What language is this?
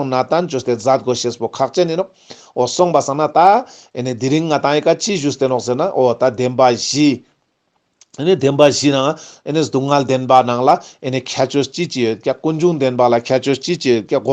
Ladakhi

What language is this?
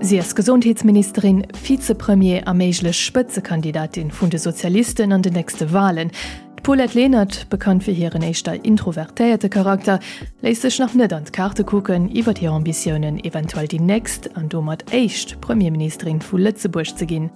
Luxembourgish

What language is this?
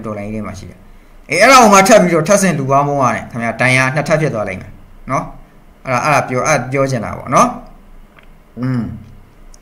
Burmese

